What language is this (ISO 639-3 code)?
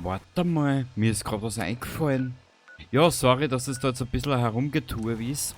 bar